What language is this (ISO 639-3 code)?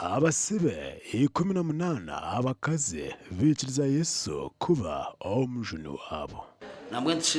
nyn